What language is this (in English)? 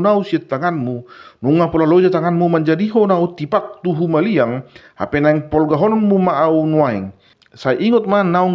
Batak Toba